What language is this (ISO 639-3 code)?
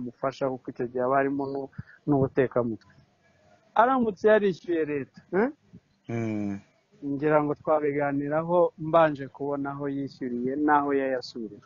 kin